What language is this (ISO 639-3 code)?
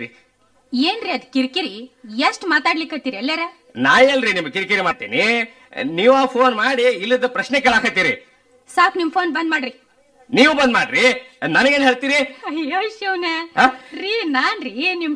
kan